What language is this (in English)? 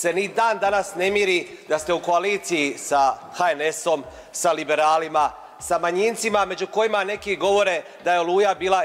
Croatian